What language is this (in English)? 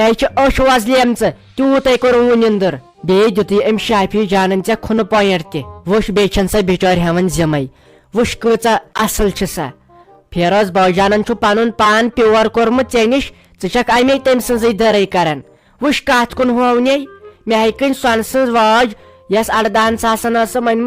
Kashmiri